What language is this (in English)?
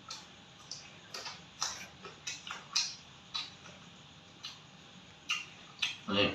Lao